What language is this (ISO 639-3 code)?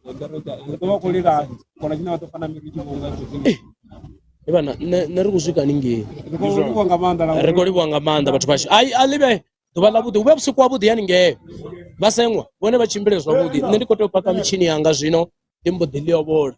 ven